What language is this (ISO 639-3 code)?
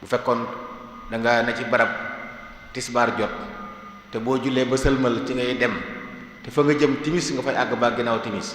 wol